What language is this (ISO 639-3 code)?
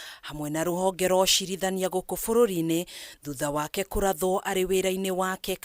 kik